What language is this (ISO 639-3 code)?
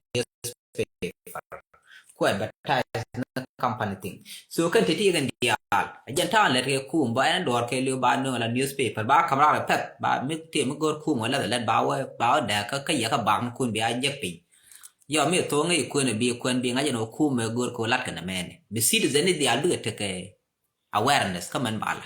nus